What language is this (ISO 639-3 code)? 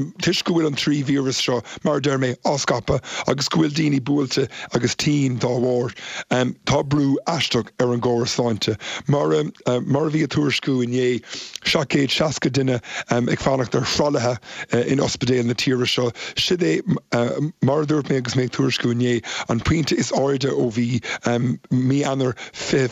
gle